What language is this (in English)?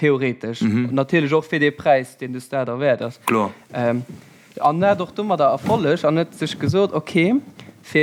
Luxembourgish